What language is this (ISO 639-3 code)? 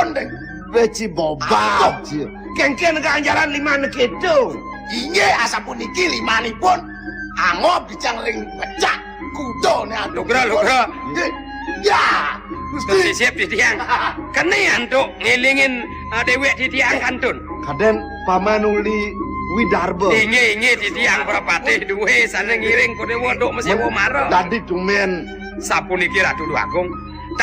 ban